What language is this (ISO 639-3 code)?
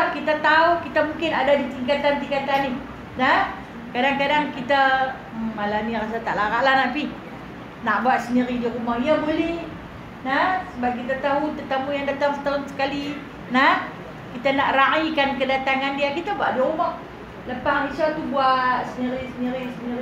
msa